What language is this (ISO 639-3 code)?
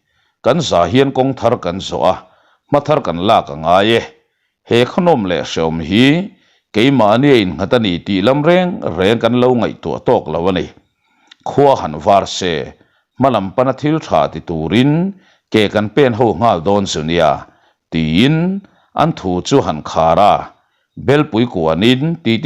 lus